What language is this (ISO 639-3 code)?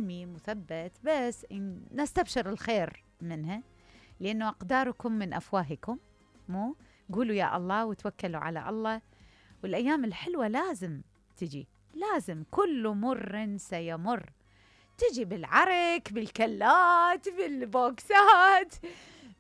acm